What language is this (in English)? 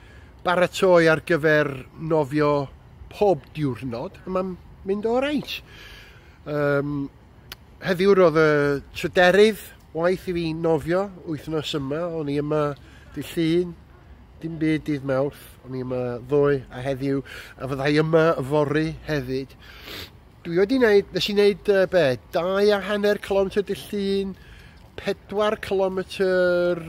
Welsh